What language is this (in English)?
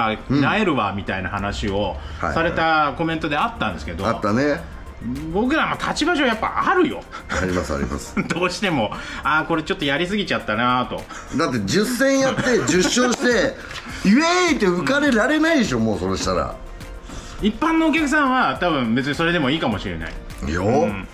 Japanese